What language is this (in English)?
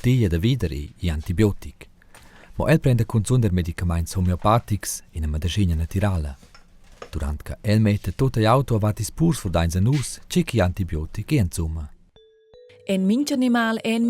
Romansh